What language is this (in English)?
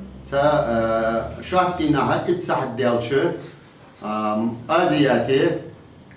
Ingush